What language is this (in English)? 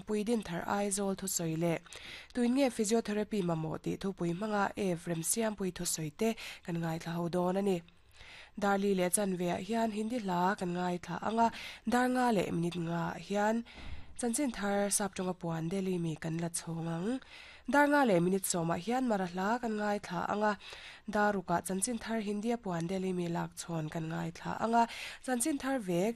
Mizo